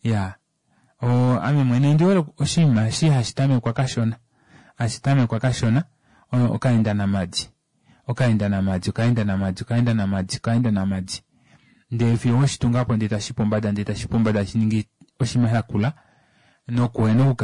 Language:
Kuanyama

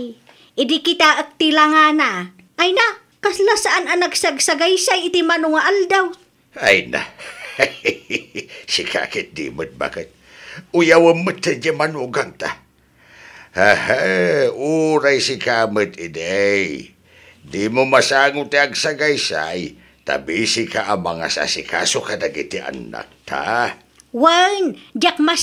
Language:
Iloko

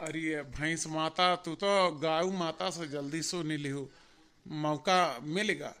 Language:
Awadhi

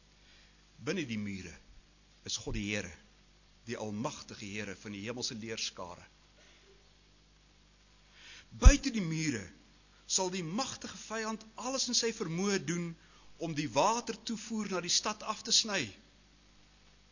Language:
Afrikaans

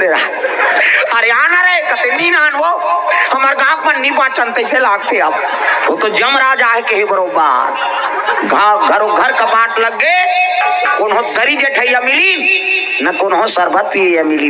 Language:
Chhattisgarhi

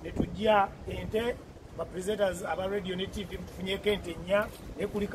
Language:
Ganda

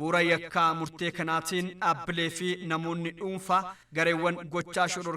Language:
Oromo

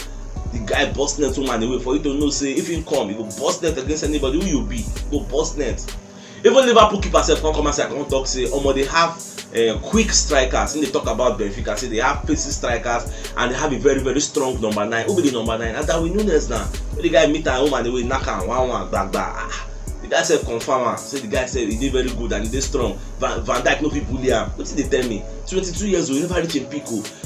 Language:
Nigerian Pidgin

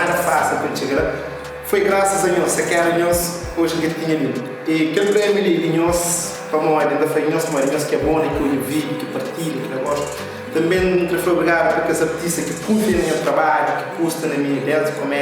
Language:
Kabuverdianu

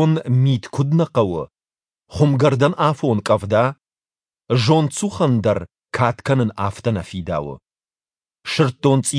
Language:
Ossetic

